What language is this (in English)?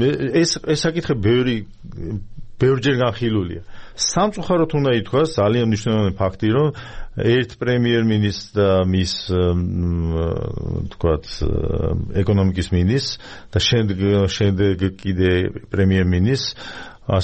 Georgian